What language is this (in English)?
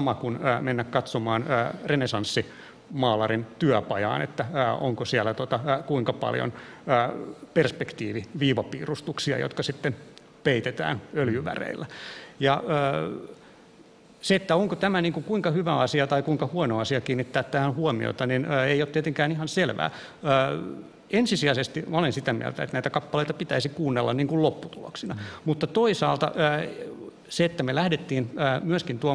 Finnish